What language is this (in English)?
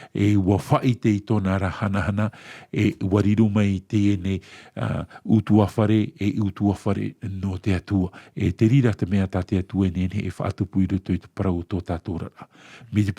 Tahitian